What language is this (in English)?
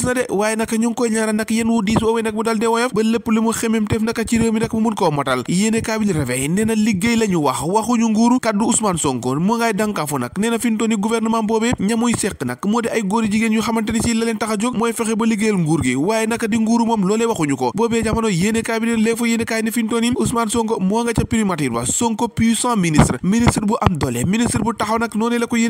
Wolof